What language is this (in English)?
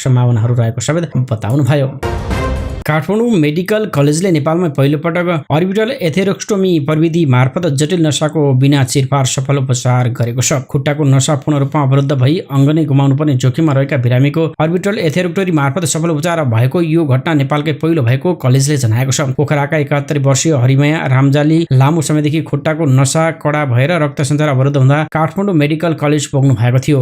Nepali